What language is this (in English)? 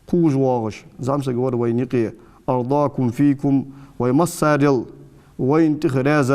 Ingush